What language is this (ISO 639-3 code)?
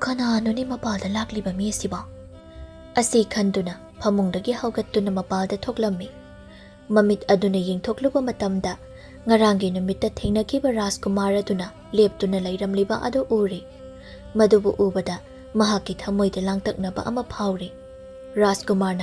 mni